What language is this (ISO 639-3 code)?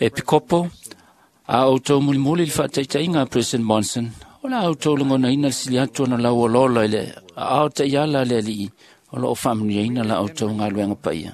smo